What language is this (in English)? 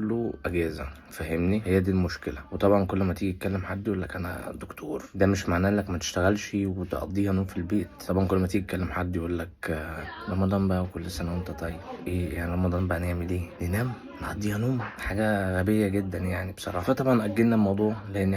Egyptian Arabic